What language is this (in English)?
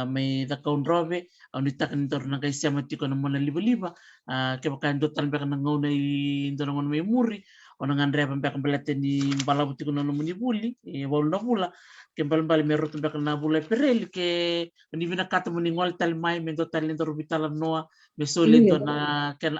Fijian